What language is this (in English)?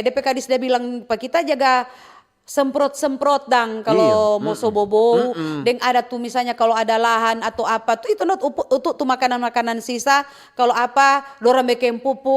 Manado Malay